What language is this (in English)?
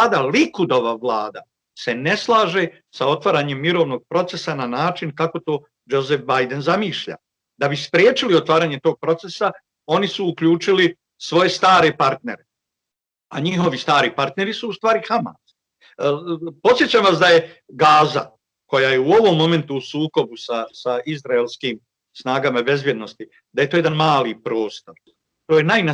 Bosnian